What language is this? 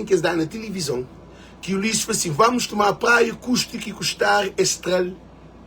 Kabuverdianu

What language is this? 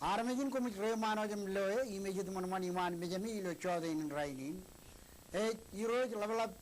Marshallese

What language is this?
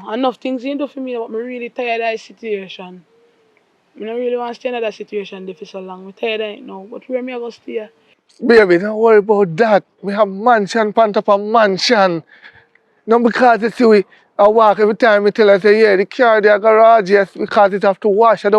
Jamaican Creole English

